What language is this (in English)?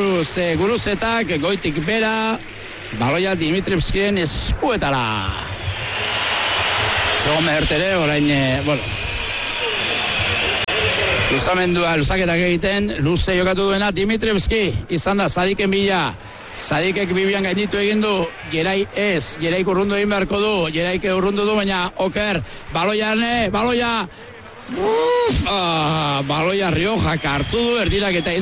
Basque